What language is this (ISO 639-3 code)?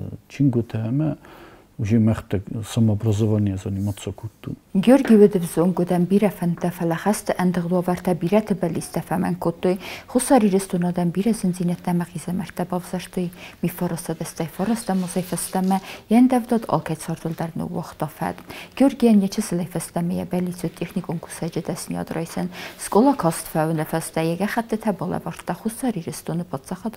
oss